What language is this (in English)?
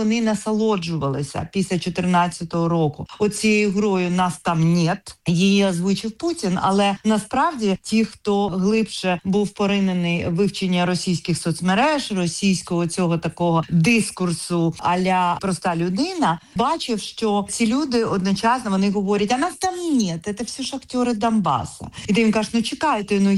Ukrainian